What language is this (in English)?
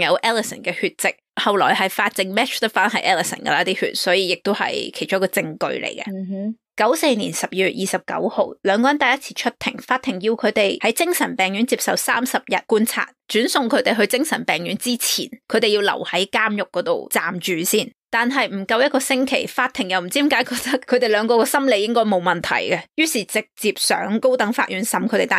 Cantonese